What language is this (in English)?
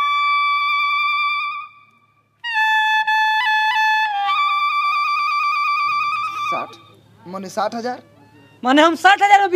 Bhojpuri